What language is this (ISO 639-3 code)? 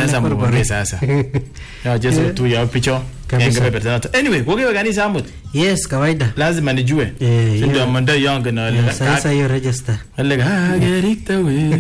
swa